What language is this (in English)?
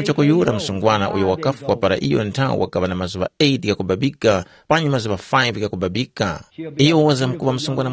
Tumbuka